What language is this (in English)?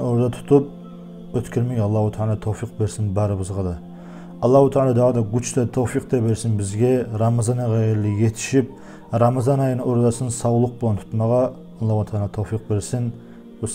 Kumyk